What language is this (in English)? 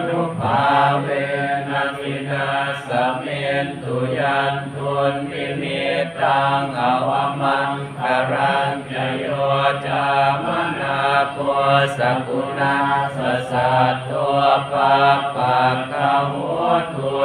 Pali